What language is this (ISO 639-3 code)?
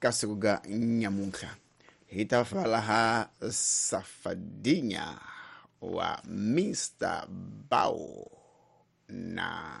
tso